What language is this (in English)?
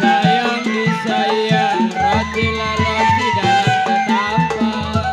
Betawi